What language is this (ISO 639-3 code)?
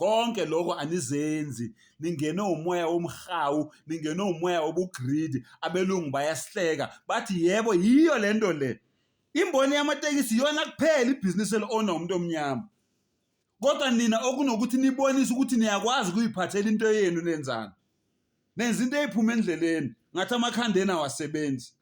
zul